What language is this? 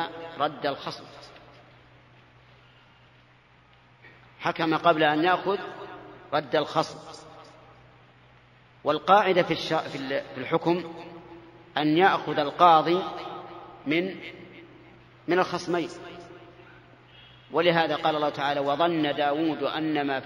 Arabic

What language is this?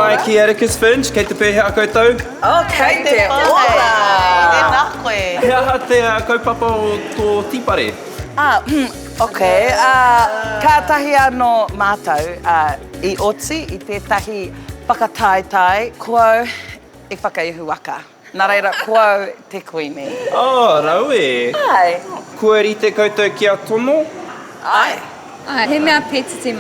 Māori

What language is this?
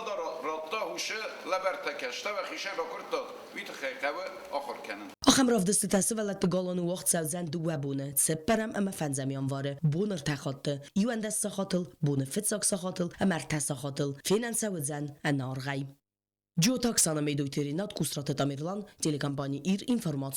Ossetic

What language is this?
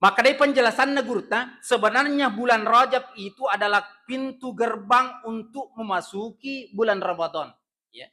Buginese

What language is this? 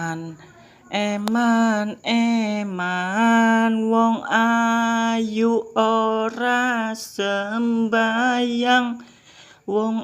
Javanese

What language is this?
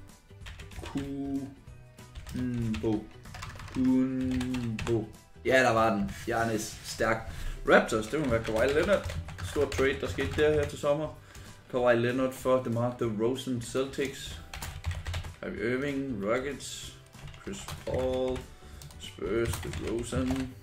Danish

